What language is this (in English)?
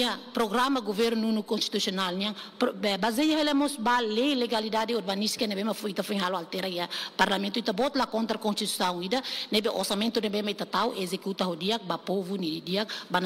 Tetum